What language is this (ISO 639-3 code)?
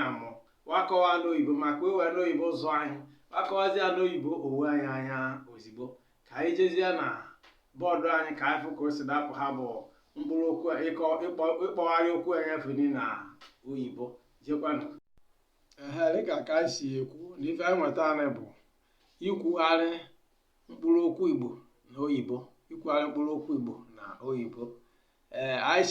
ibo